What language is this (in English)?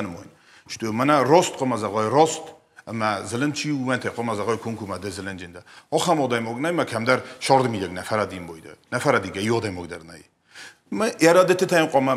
Ossetic